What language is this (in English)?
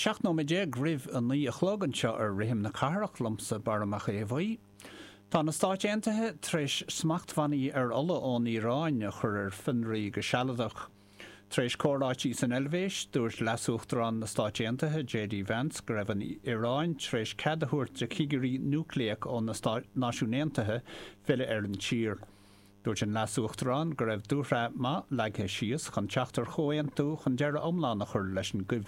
Irish